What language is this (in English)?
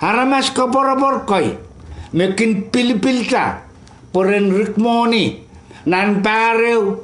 Pohnpeian